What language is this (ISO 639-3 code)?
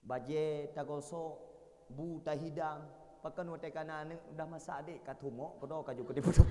ace